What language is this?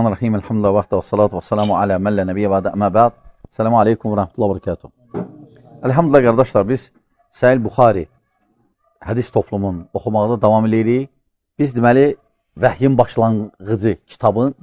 Azerbaijani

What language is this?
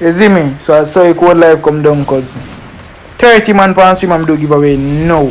Jamaican Creole English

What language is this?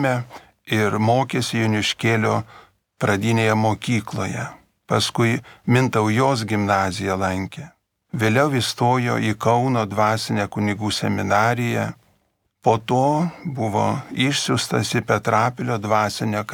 Lithuanian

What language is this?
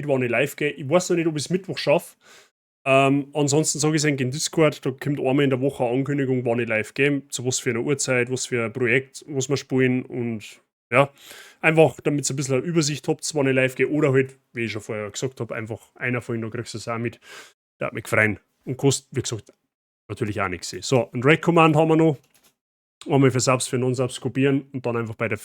Bavarian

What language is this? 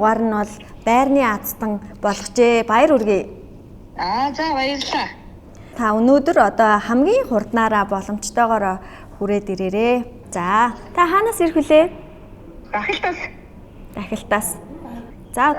Mongolian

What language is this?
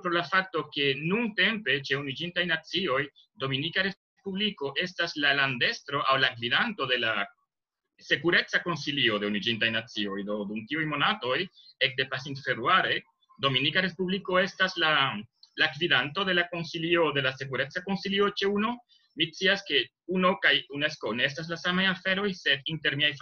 Esperanto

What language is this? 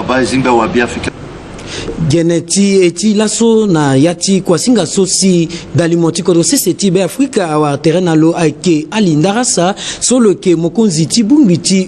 Sango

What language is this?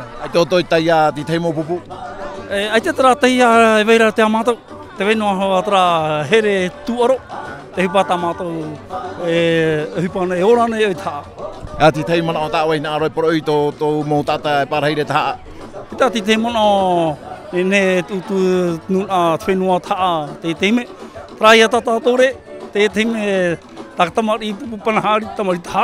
Tahitian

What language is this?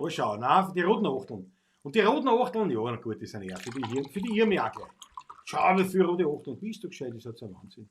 Bavarian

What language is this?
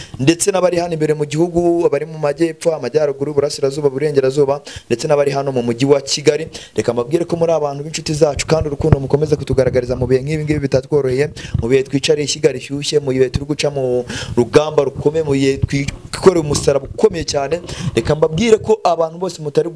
Kinyarwanda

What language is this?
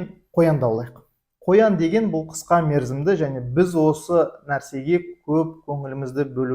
Kazakh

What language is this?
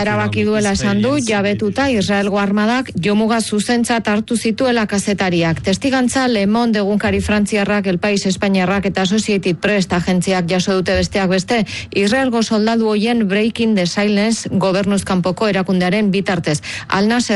Basque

